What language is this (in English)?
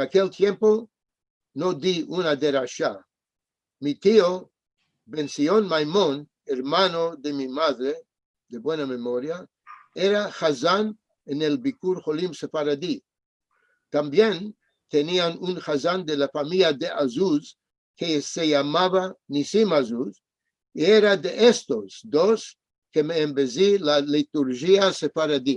Ladino